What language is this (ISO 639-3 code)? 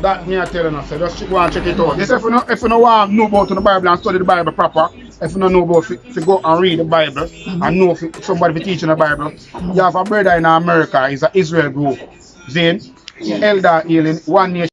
jam